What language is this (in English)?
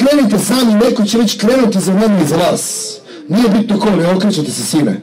Serbian